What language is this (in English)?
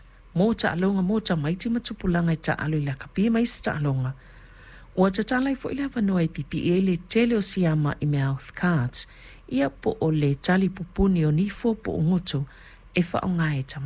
Samoan